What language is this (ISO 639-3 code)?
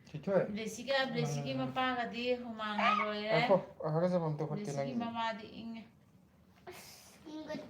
mni